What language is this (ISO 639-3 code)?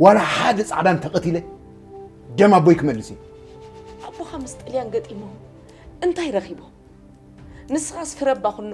tir